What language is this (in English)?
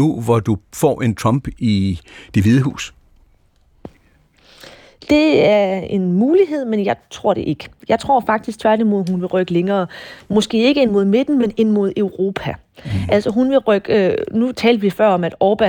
Danish